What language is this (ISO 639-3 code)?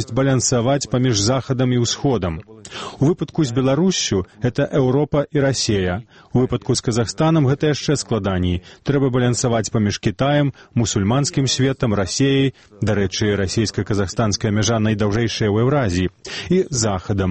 bel